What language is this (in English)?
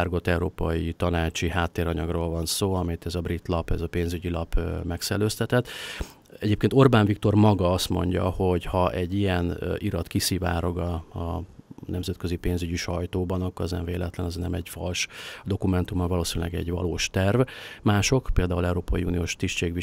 Hungarian